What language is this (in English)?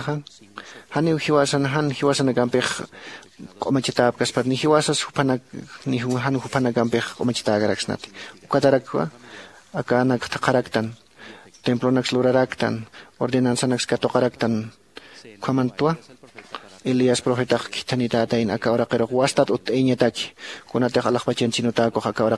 Aymara